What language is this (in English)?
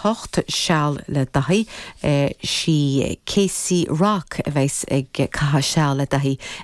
Irish